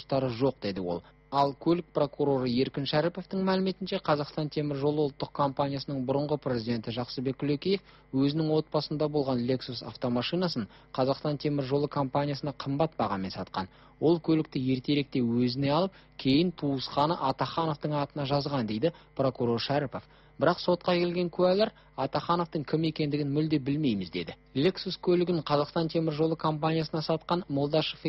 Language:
Kazakh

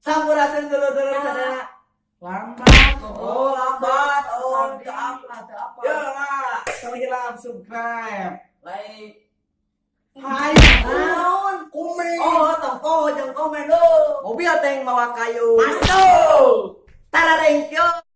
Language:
Sundanese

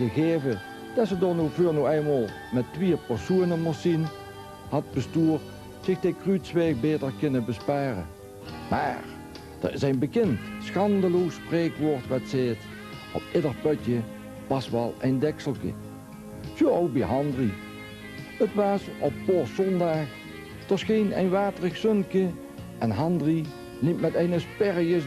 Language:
Limburgish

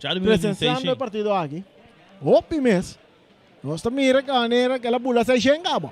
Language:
Papiamento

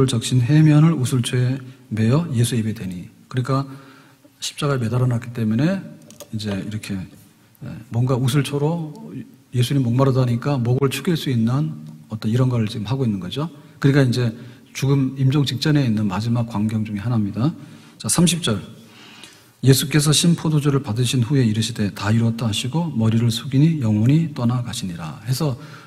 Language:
Korean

